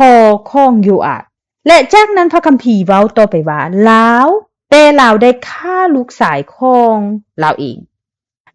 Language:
Lao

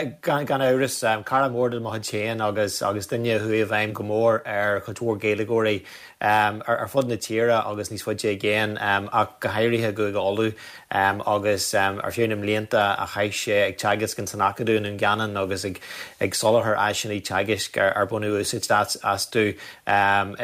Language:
Irish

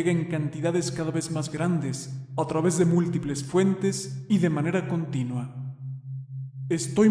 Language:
Spanish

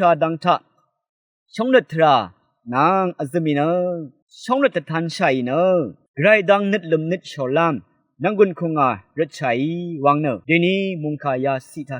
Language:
Rawang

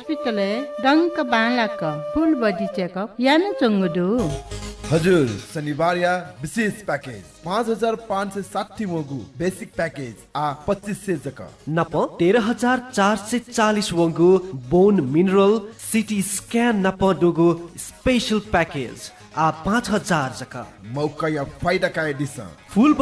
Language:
Newari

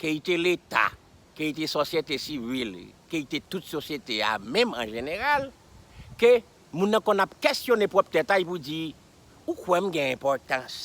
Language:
Haitian Creole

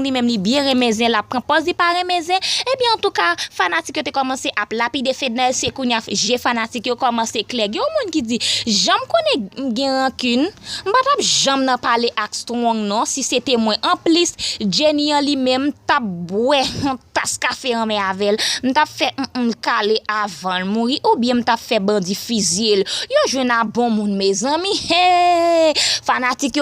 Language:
Haitian Creole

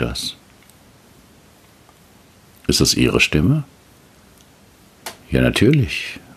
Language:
German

